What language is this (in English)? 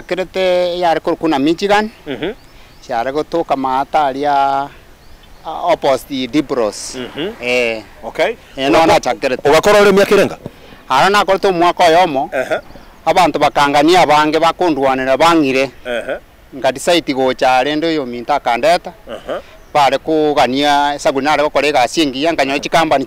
Gusii